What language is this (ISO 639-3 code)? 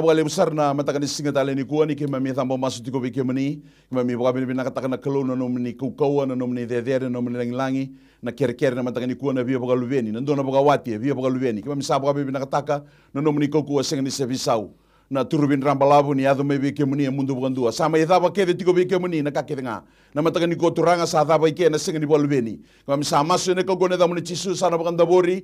fij